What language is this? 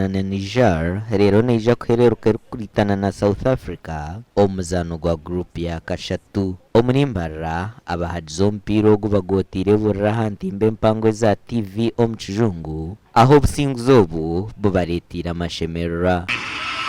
Nyankole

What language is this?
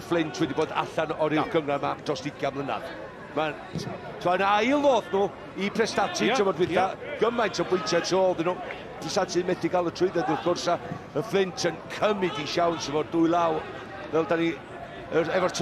Welsh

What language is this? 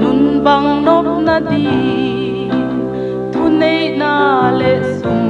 Paite Chin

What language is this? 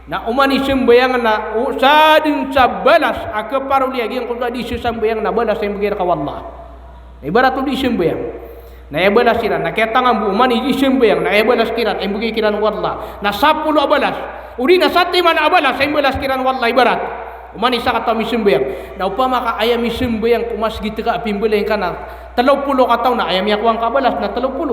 Maranao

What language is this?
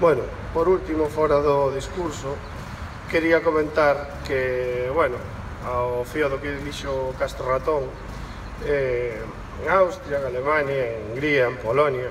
Galician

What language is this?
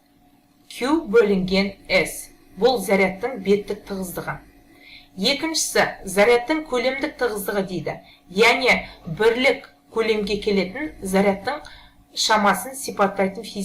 Kazakh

